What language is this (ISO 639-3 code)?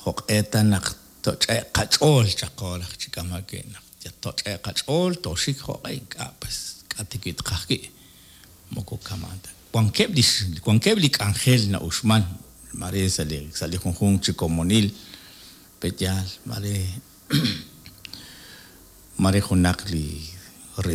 kek